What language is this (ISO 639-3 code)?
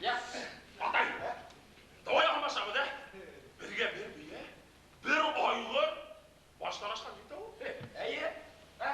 bak